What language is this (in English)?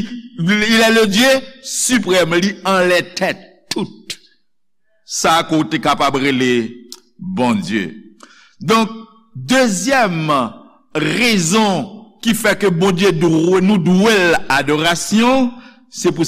Haitian Creole